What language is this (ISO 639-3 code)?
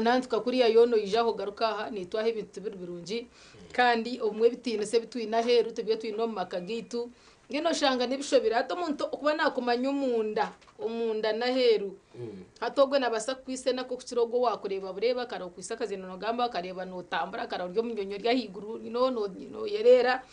nyn